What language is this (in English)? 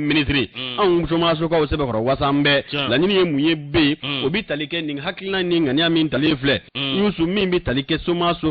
Bambara